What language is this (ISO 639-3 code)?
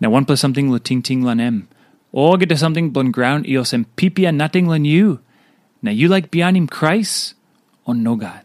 tpi